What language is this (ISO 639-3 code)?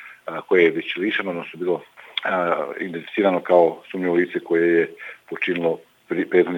bos